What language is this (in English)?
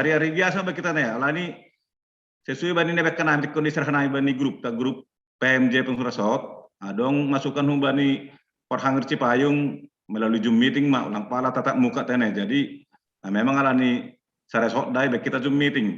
Batak Simalungun